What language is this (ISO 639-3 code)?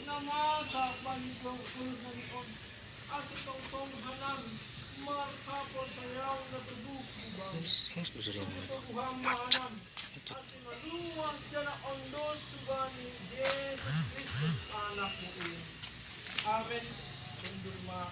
bts